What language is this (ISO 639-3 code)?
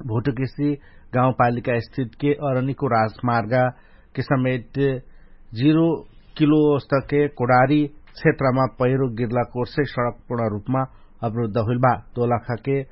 thl